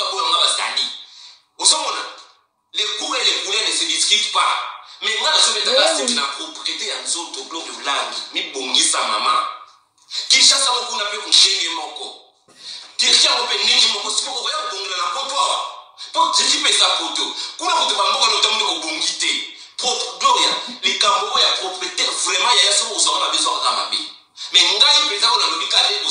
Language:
Lingala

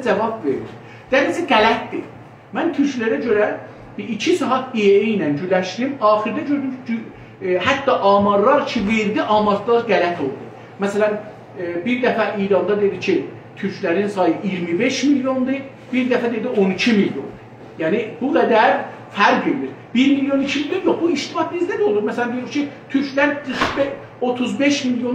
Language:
South Azerbaijani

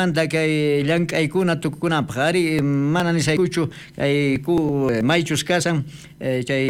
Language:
South Bolivian Quechua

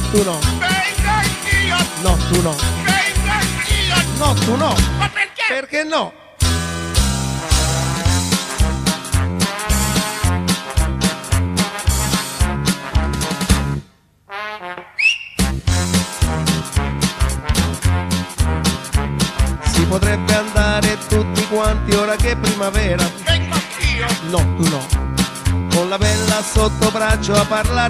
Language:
Italian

